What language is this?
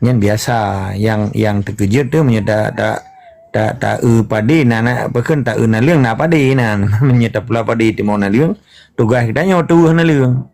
Achinese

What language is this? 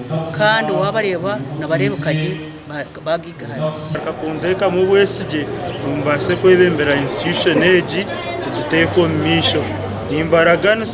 Nyankole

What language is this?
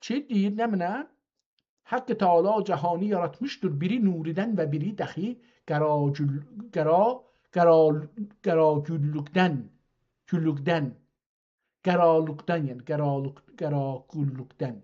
South Azerbaijani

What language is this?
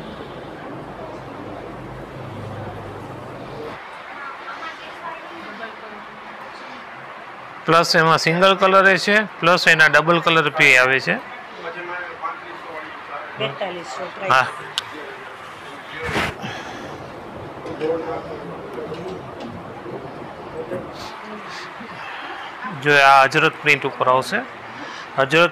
Gujarati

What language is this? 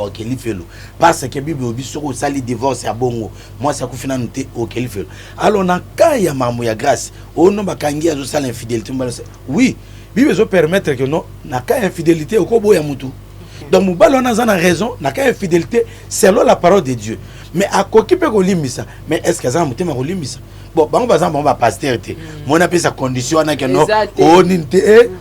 Lingala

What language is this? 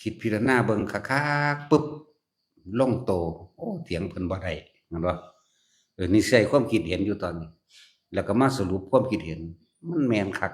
Lao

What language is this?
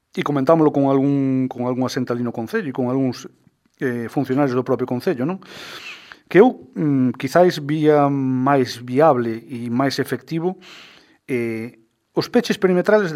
Galician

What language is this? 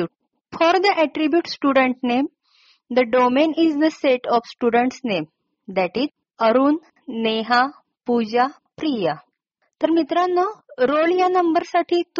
Marathi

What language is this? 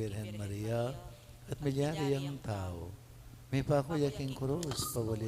Pampanga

